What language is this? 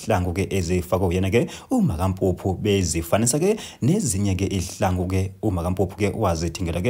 Zulu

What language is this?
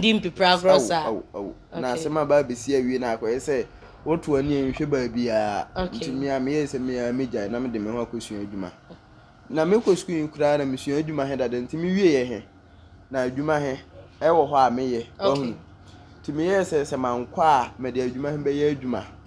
Akan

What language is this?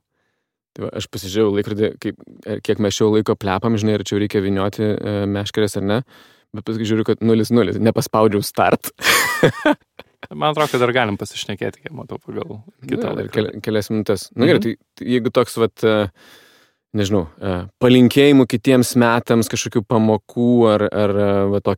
Lithuanian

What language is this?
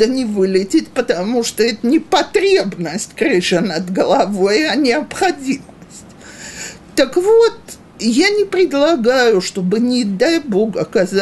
Russian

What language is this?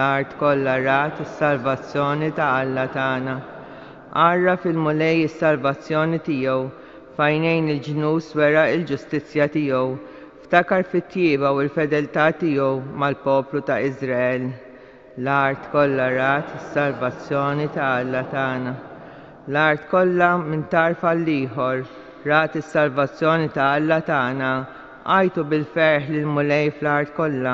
Maltese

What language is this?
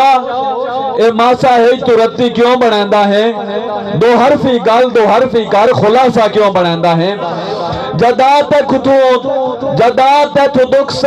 Saraiki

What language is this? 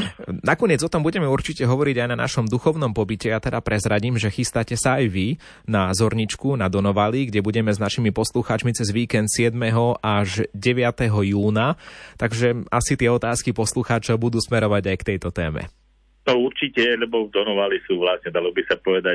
Slovak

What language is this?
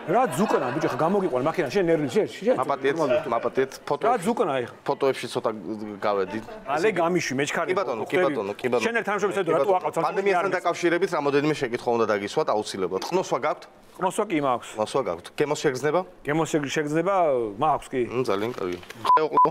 Georgian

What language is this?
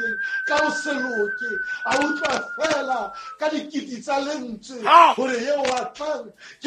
Southern Sotho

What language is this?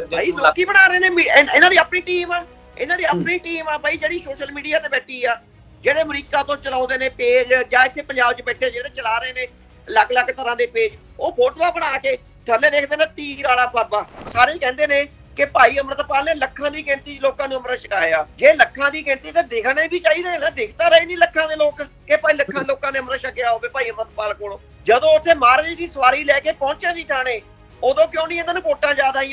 Punjabi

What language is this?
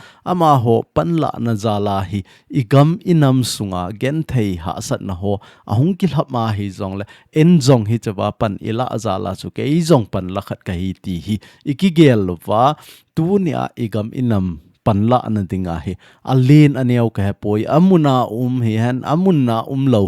Thado Chin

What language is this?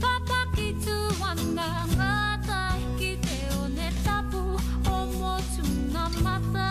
Māori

